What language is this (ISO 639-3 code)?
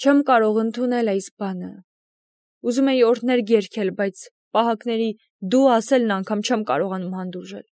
hye